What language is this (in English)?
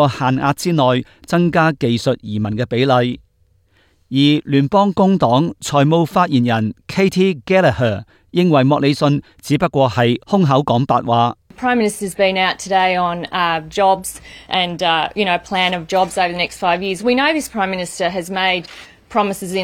Cantonese